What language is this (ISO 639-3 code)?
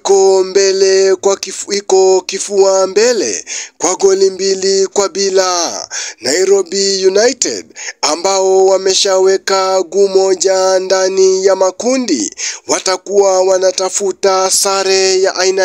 swa